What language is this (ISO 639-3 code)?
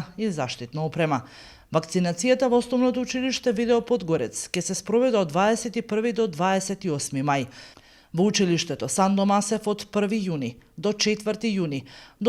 mkd